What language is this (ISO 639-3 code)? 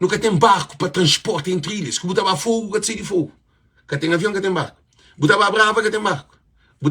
kea